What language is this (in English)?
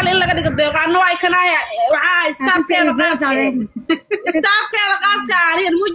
Somali